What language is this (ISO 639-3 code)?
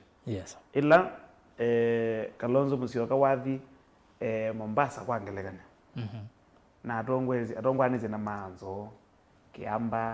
kam